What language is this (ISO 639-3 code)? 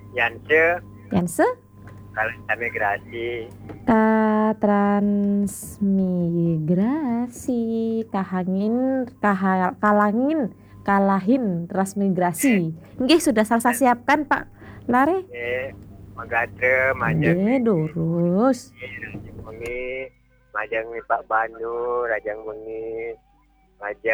ban